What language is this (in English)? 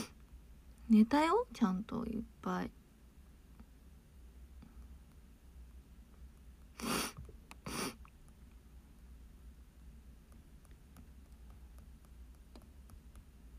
Japanese